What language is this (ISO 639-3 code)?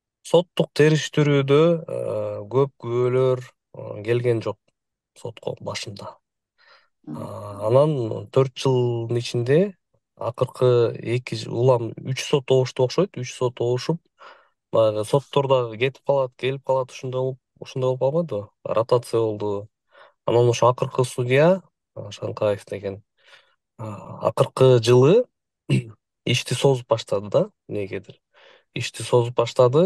kir